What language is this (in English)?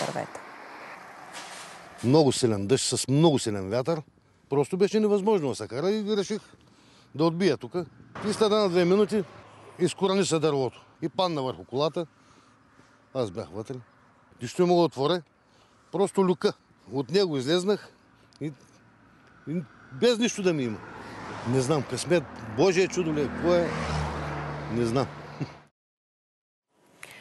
Bulgarian